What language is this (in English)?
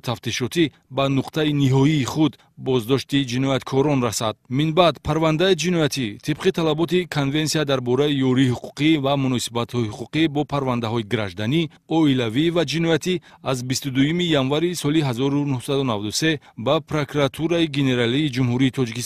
Tajik